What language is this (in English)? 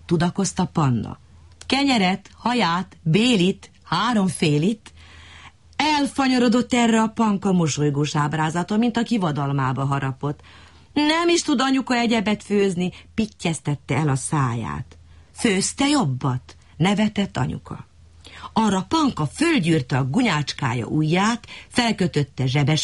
Hungarian